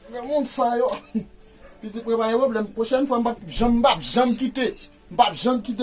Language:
Haitian Creole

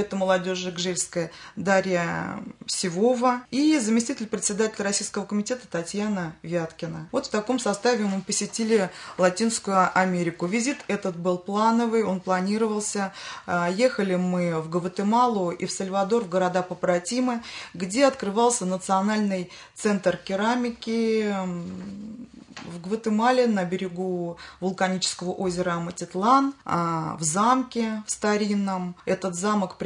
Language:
Russian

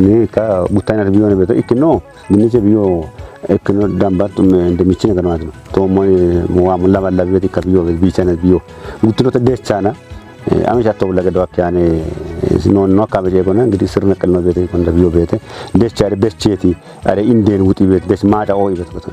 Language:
Kafa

